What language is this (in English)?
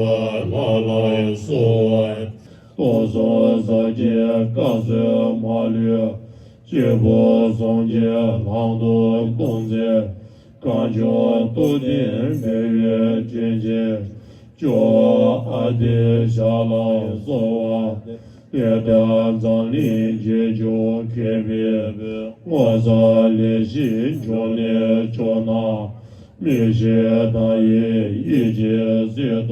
Tibetan